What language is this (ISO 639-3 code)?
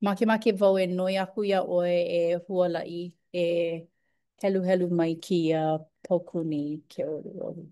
haw